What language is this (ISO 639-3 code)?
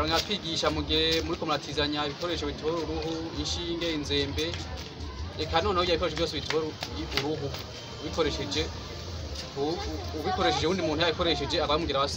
run